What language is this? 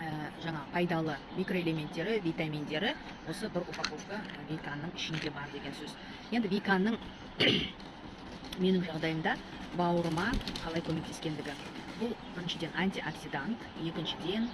Kazakh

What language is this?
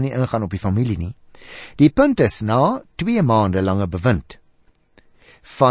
Afrikaans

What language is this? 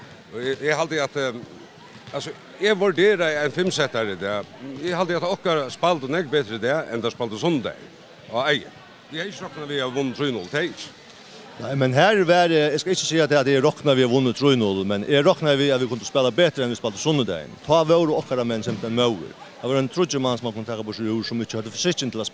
Faroese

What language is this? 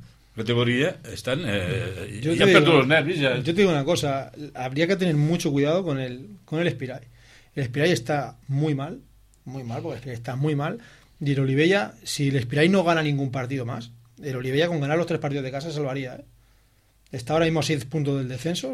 Catalan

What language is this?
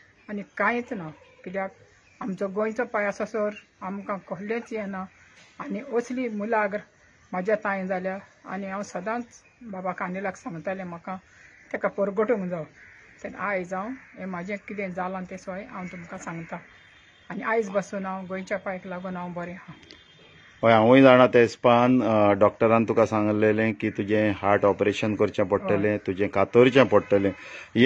Konkani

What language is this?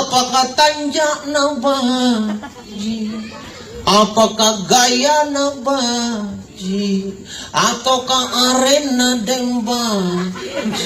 Makasar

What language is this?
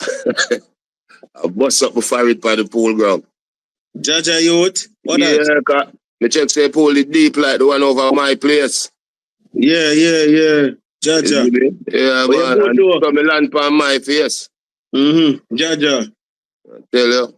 Jamaican Creole English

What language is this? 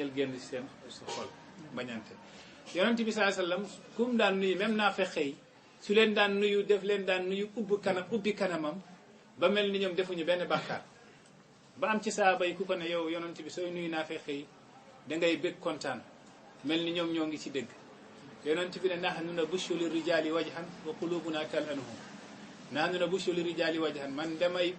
Wolof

